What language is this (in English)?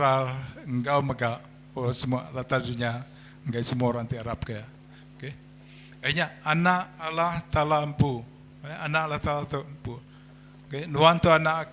Iban